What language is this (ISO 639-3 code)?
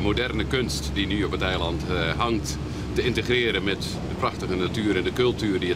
fry